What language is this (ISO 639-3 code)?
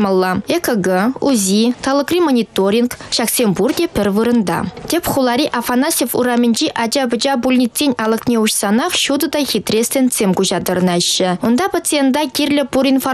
chv